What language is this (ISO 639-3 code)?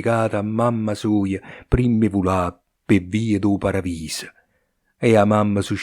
nap